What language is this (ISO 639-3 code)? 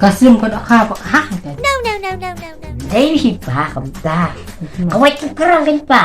kha